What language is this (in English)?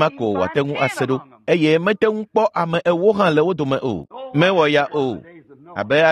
Ewe